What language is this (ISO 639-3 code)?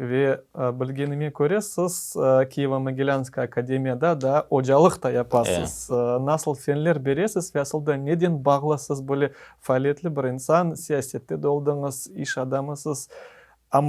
crh